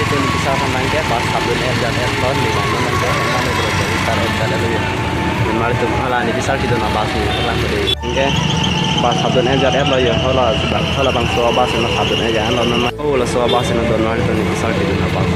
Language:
Karbi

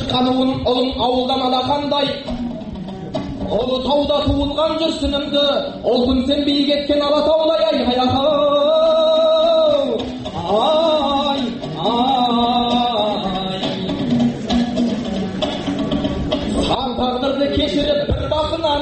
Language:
Kazakh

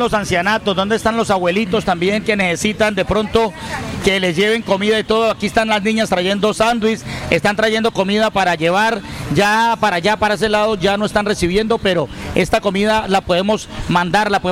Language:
Spanish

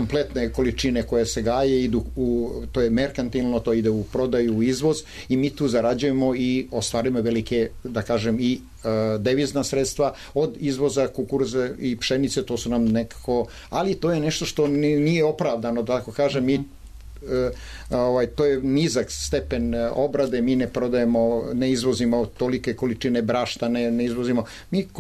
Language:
Serbian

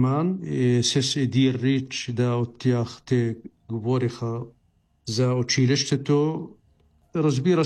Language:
Bulgarian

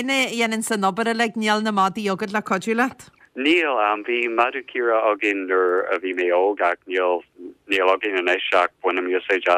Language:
Irish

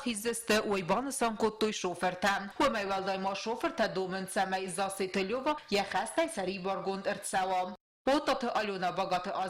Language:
Ossetic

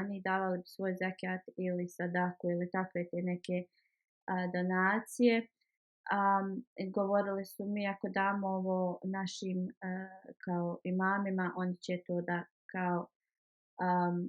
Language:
Bosnian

